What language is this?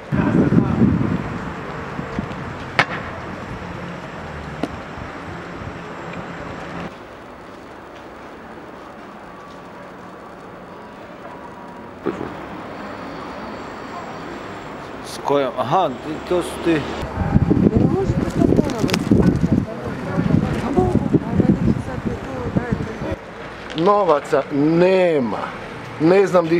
Croatian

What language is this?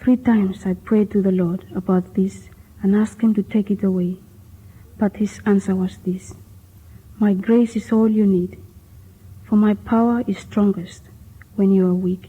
Bislama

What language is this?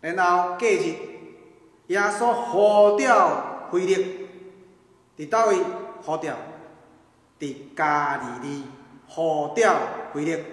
Min Nan Chinese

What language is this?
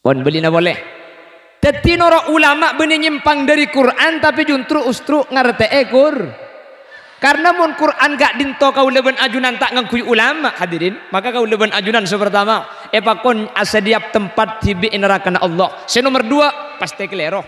Madurese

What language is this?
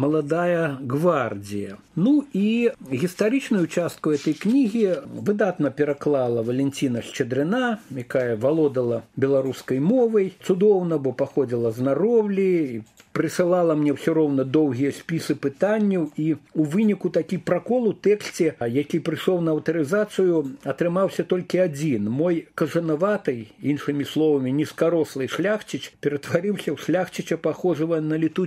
Belarusian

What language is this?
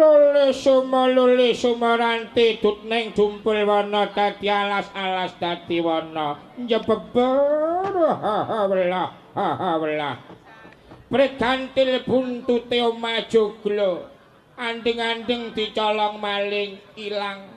Javanese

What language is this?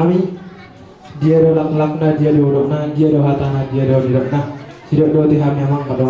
Batak Toba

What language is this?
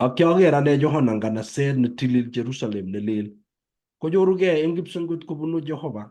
Kalenjin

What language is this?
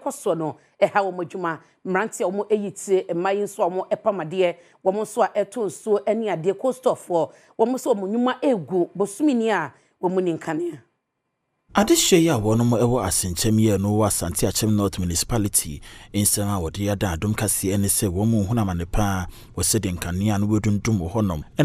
Akan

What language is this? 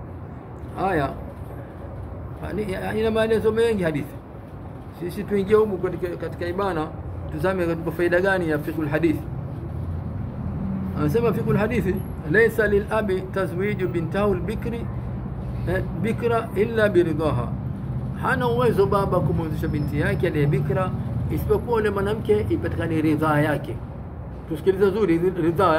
Swahili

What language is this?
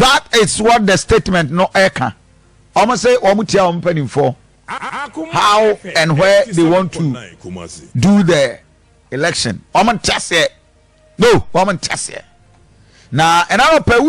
Akan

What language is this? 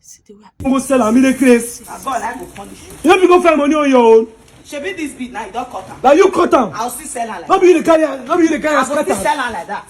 Nigerian Pidgin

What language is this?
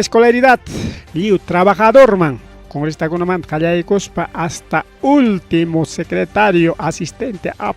Ayacucho Quechua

